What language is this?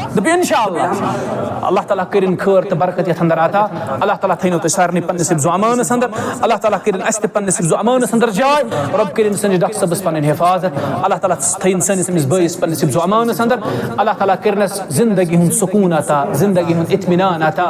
Kashmiri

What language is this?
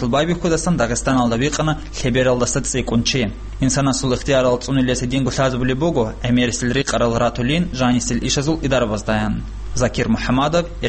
Avaric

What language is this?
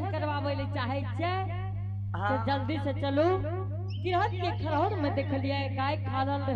Angika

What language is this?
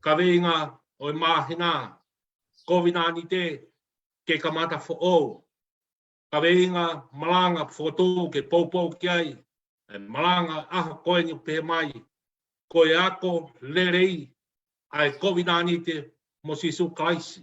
Tongan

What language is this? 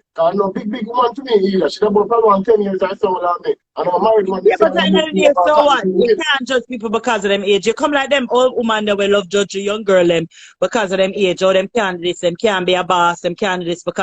Jamaican Creole English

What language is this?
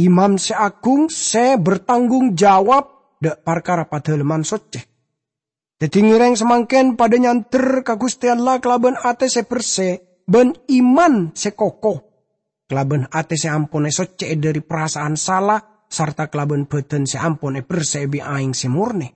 Madurese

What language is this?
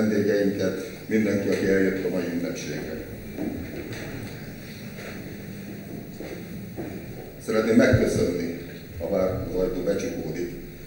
Hungarian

